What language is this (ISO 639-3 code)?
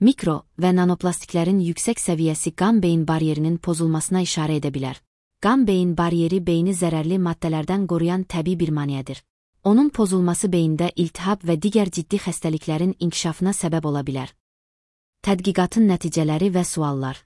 aze